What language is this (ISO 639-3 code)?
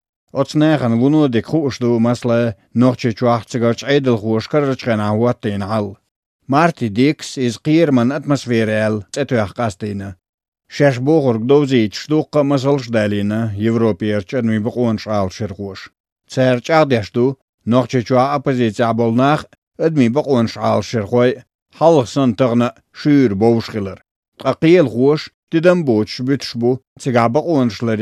che